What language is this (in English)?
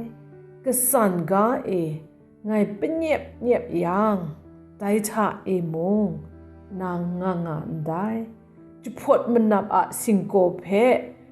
Kachin